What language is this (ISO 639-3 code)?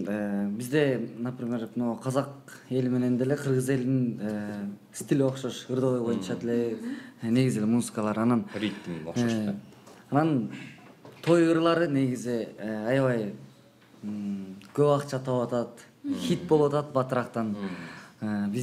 kir